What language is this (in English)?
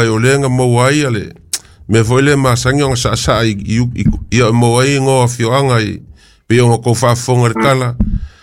Samoan